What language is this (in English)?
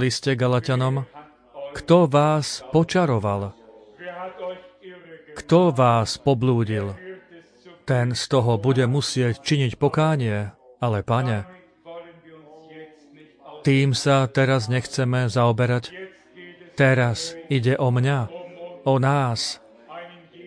Slovak